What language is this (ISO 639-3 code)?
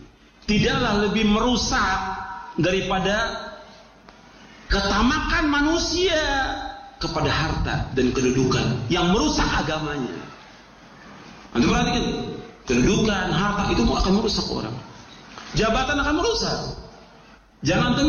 ind